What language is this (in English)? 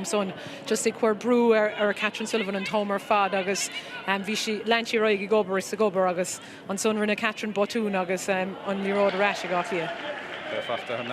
Irish